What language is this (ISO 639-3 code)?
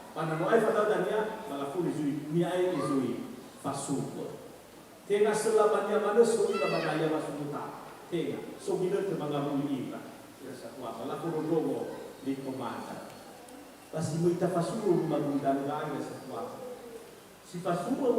nia